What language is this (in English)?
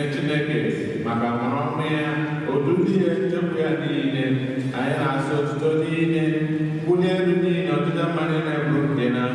Igbo